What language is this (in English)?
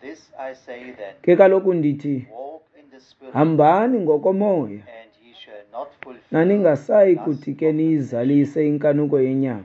Xhosa